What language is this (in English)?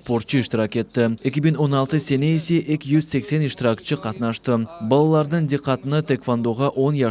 Crimean Tatar